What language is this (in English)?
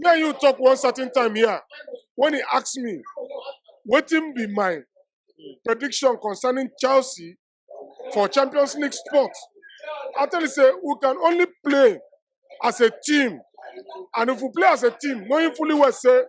Nigerian Pidgin